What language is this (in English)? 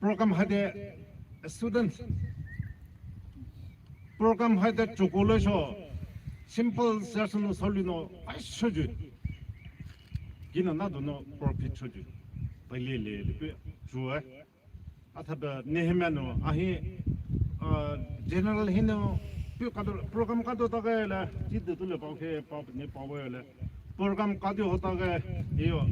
Poumei Naga